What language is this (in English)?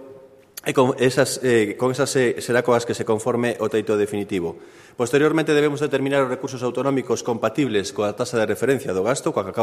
Galician